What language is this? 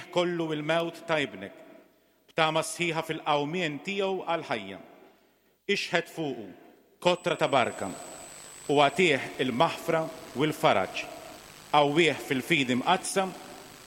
Maltese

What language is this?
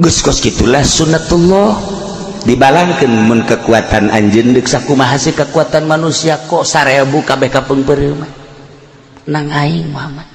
Sundanese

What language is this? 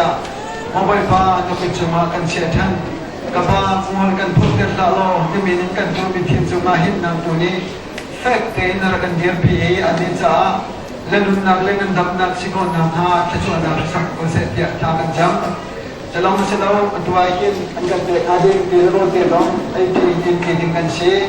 Hakha Chin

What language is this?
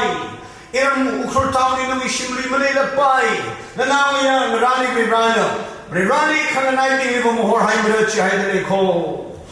Tangkhul Naga (India)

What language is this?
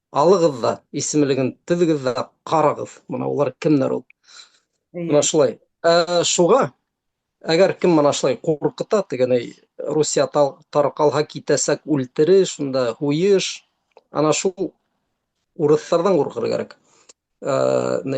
Bashkir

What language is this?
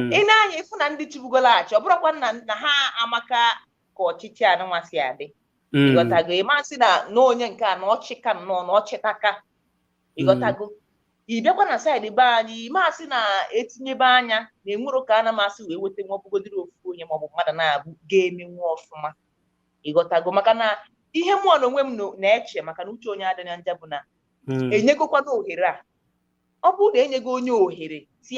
Igbo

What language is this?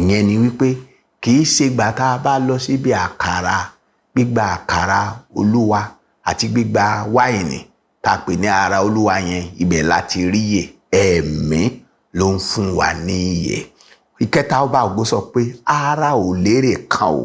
Yoruba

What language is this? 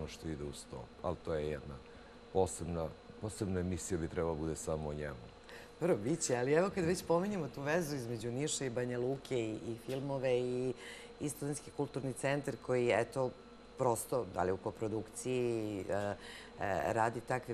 Serbian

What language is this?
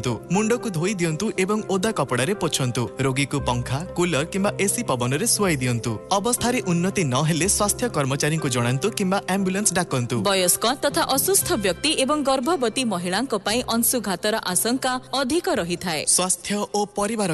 Odia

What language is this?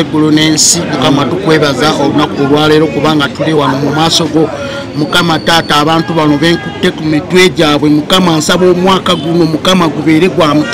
Ganda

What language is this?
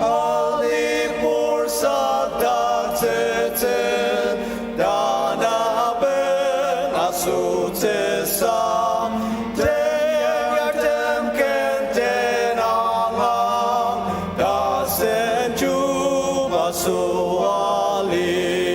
Ao Naga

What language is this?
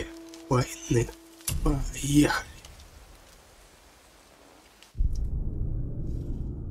Russian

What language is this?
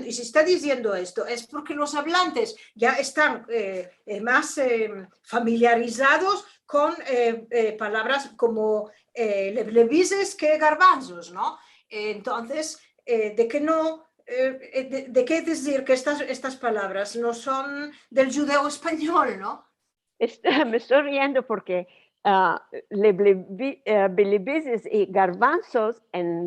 Ladino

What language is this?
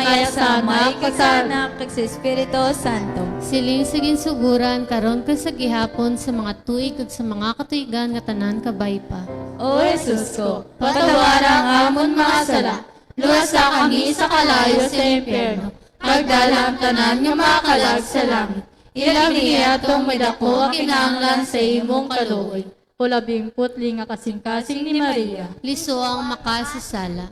Hiligaynon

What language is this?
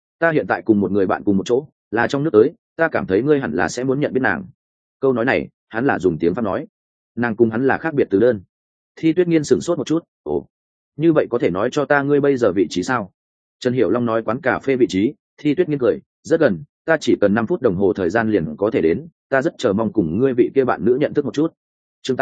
Vietnamese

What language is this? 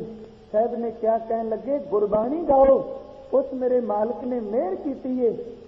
Punjabi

